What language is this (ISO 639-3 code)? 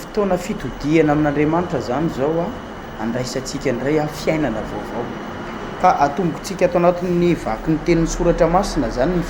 mlg